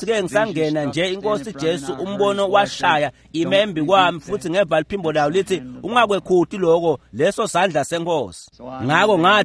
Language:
Swati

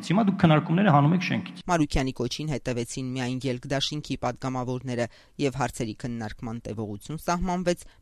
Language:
Armenian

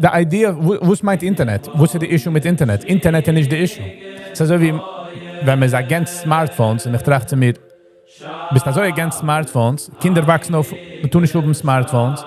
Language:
Yiddish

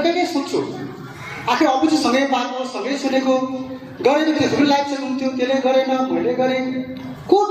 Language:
Nepali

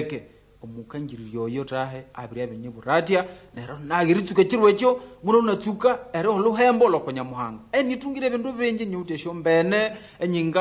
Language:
Nande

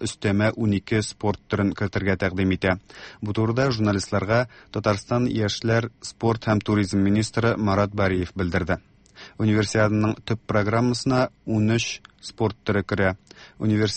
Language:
Tatar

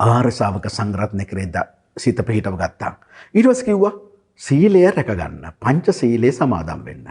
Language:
Sinhala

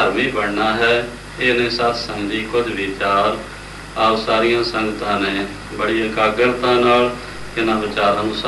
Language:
Punjabi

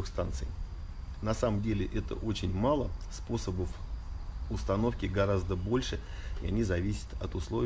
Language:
Russian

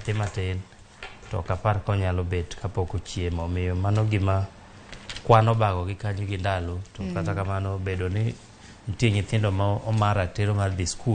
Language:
Luo (Kenya and Tanzania)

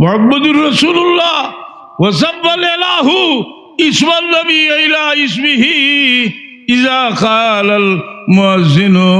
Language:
Sylheti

